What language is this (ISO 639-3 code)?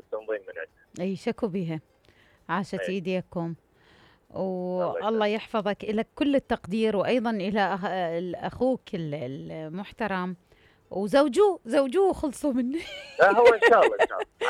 acm